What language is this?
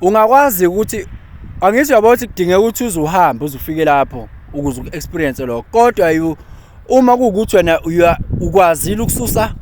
Zulu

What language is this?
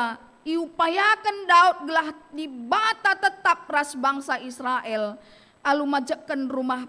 Batak Karo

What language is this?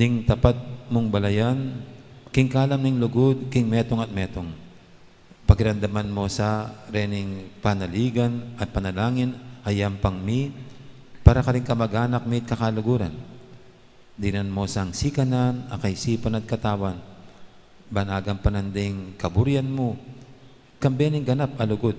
Pampanga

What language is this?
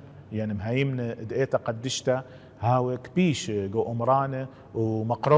Assyrian Neo-Aramaic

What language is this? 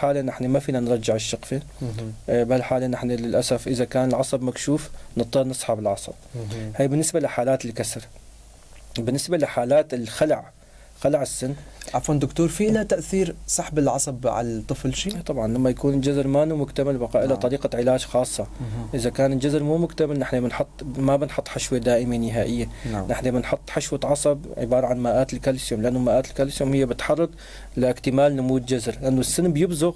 North Levantine Arabic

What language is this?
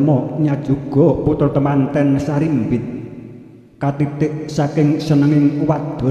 Javanese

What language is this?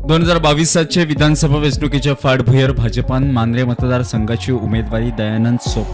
Konkani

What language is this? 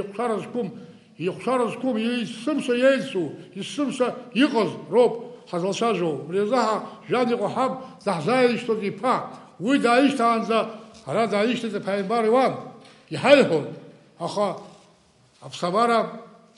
Abkhazian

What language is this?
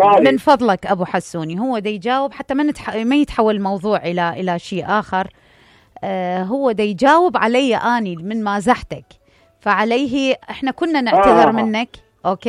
Mesopotamian Arabic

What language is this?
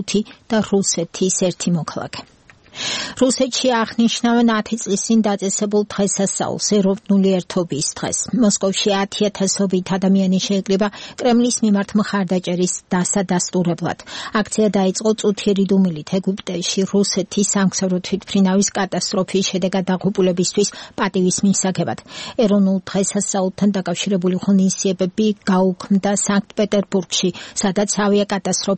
Georgian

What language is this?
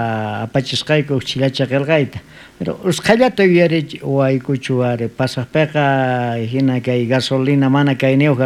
South Bolivian Quechua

